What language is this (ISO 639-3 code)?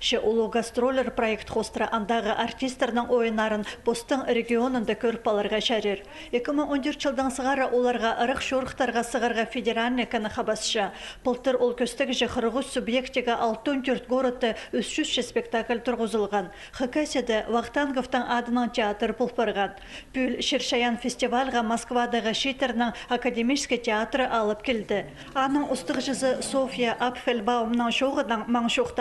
kjh